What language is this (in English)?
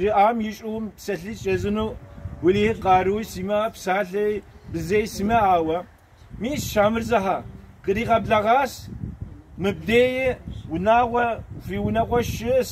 Kabardian